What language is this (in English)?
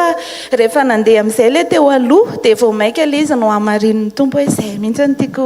Malagasy